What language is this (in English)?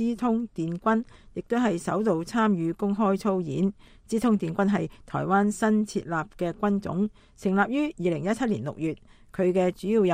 Cantonese